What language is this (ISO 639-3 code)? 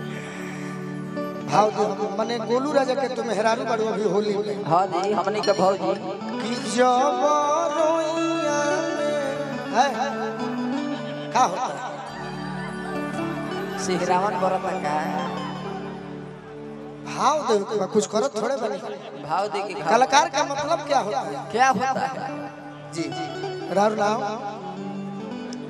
bho